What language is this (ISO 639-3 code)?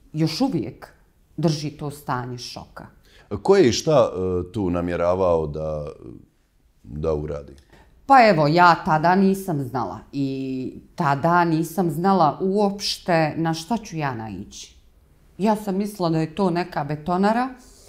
bos